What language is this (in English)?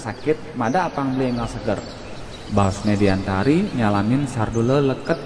Balinese